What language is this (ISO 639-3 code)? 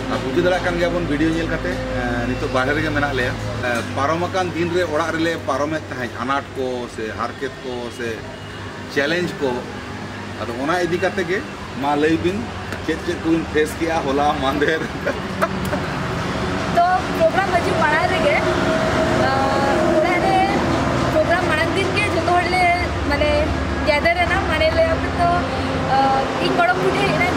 sat